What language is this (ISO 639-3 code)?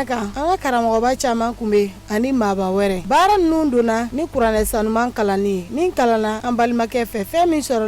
bam